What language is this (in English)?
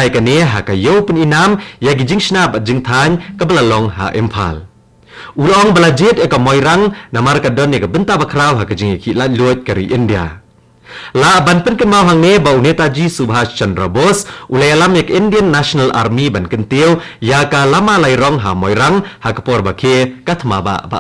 Khasi